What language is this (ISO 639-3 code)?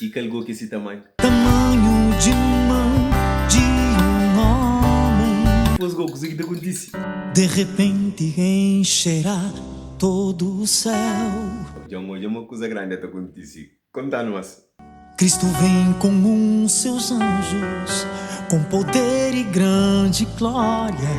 kea